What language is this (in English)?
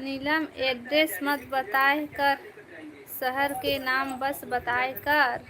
Chhattisgarhi